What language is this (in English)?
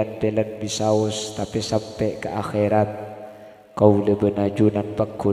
Madurese